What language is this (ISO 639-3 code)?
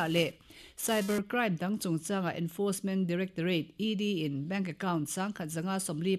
lus